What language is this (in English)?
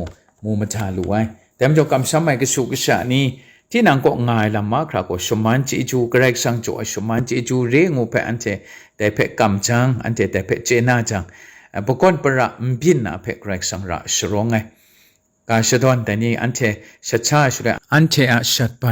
Kachin